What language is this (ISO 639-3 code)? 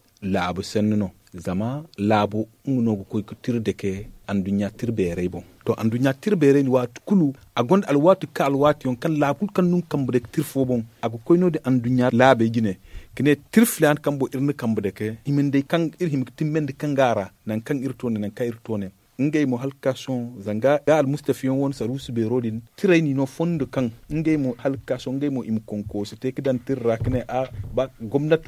dje